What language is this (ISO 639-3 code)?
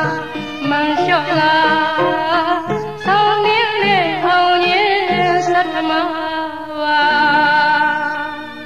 mya